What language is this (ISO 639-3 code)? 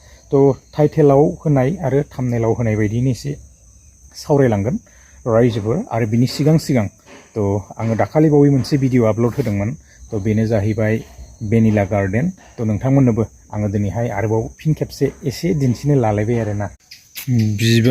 brx